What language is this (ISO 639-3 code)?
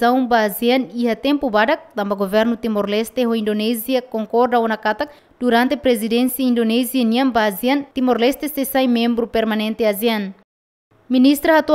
tet